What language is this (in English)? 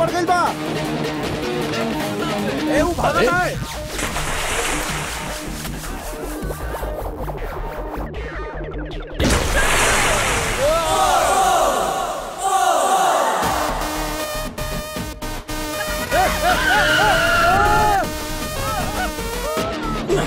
Bhojpuri